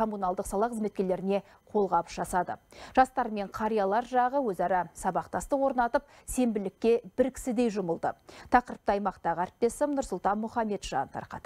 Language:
Kazakh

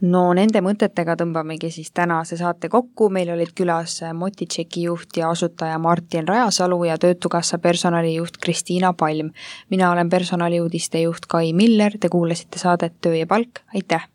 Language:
Estonian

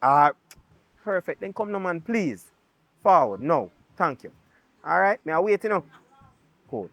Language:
Jamaican Creole English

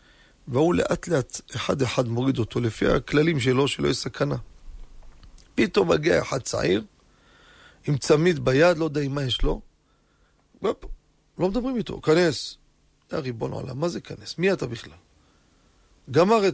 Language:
Hebrew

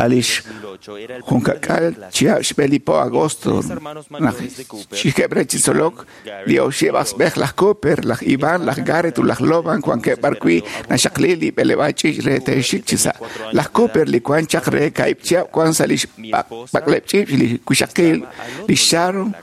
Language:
Kekchí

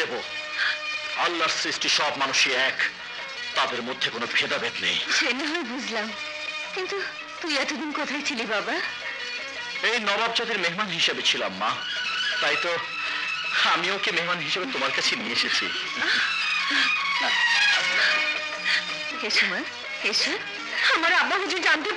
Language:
Bangla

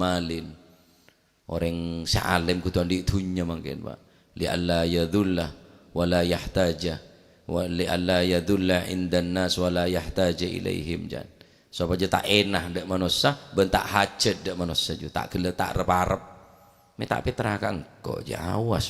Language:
Madurese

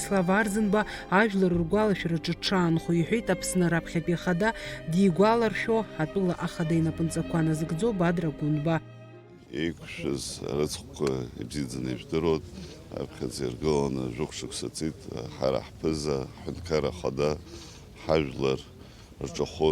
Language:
Abkhazian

